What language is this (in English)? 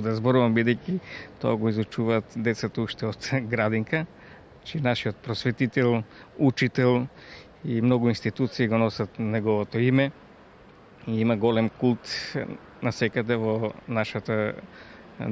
Macedonian